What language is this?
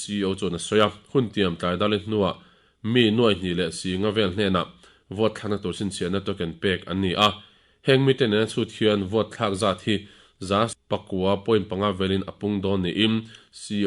Mizo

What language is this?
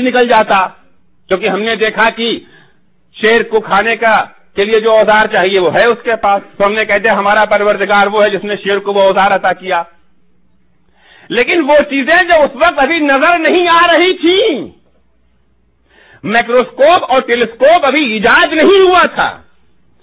Urdu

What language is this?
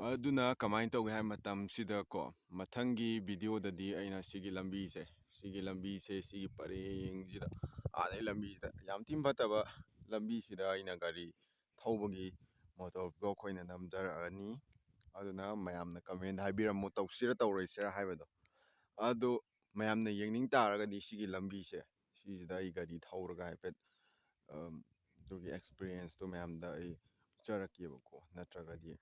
Manipuri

